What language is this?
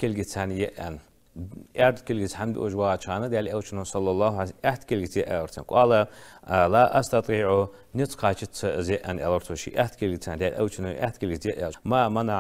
Ingush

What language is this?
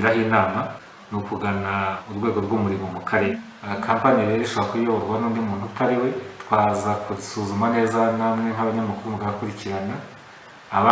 Kinyarwanda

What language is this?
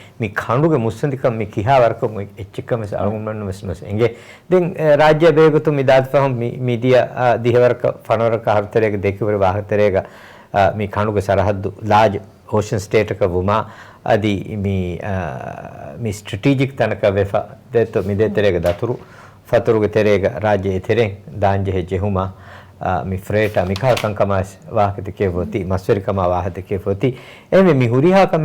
Divehi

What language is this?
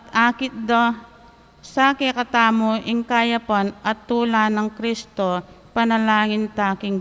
Pampanga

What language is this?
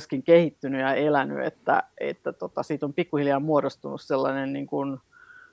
Finnish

